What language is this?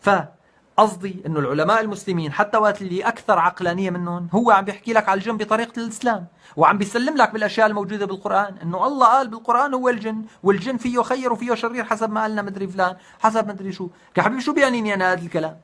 North Levantine Arabic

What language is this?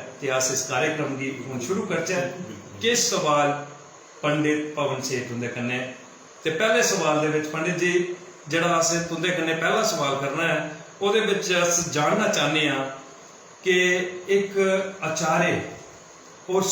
Dogri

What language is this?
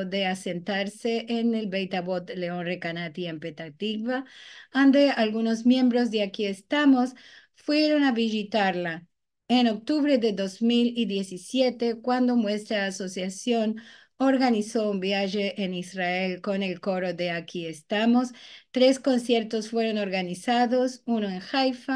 Ladino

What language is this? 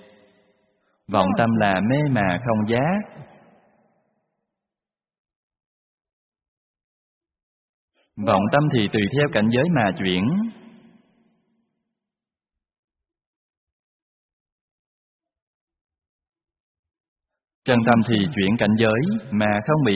Vietnamese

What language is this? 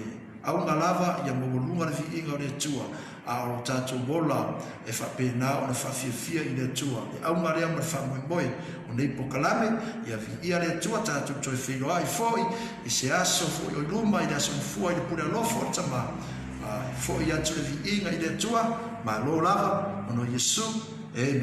Samoan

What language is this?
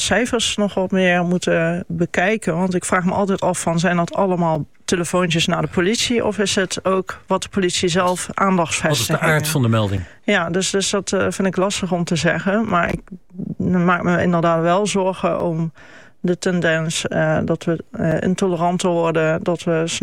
Dutch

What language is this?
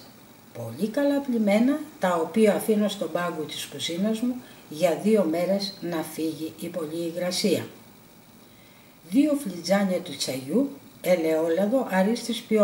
Greek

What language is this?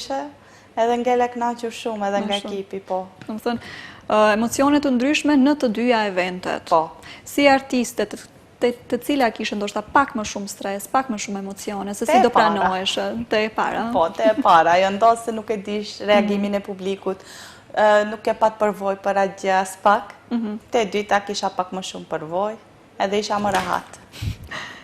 Albanian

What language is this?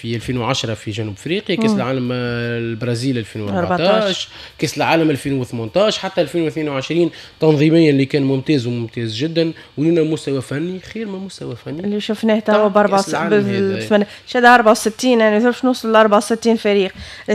Tunisian Arabic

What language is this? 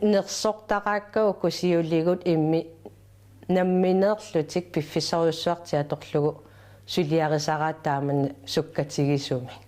Kalaallisut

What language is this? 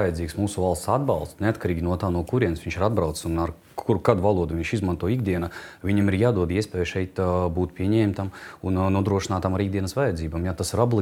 Latvian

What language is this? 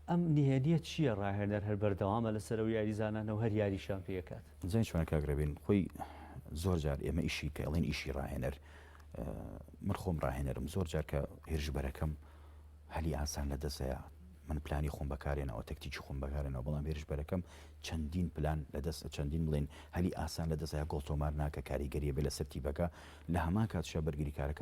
Central Kurdish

